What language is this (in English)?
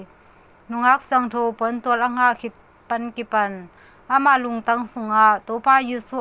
Tedim Chin